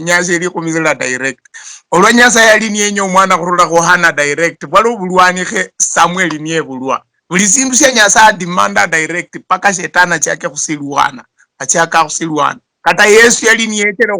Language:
Luyia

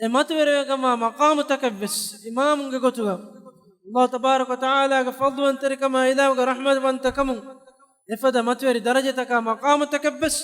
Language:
Divehi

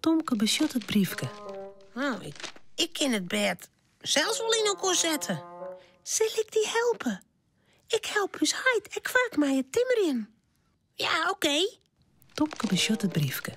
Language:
Western Frisian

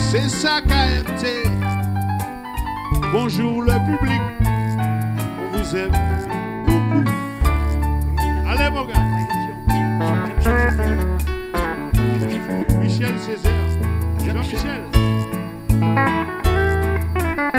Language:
French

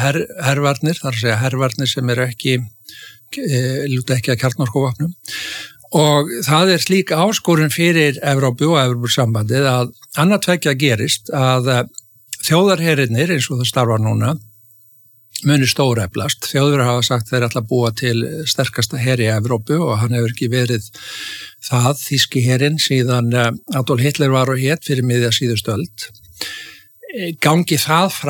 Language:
Icelandic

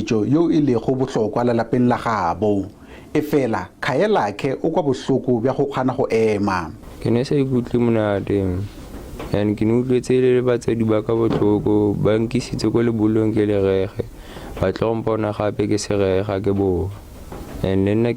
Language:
Northern Sotho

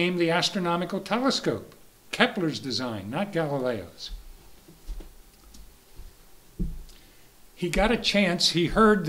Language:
English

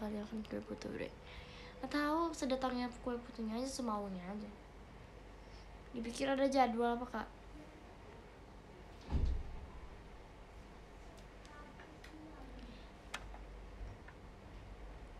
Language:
Indonesian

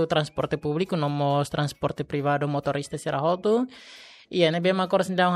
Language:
Tetum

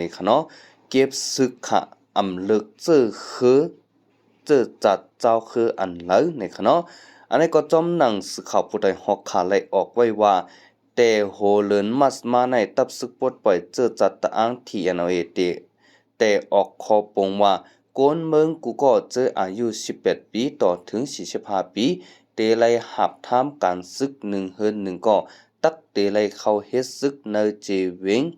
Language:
Shan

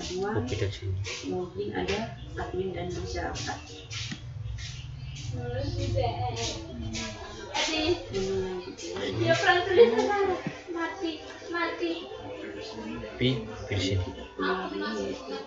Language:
Indonesian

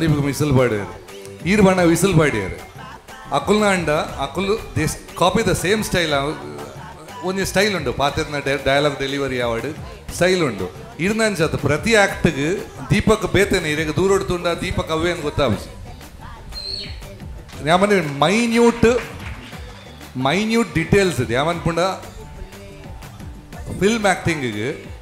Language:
Tulu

